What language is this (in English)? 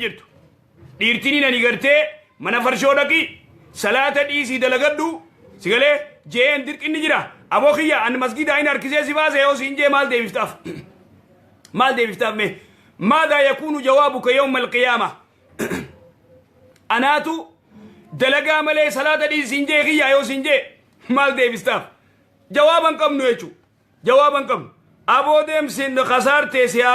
Oromo